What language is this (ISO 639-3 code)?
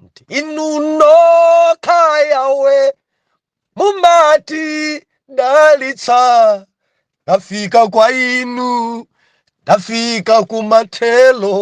nya